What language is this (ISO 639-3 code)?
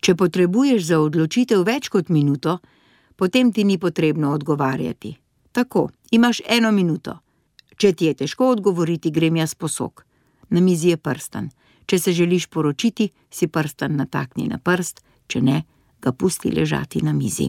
slv